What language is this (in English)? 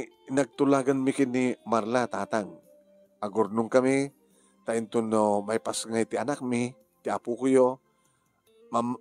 Iloko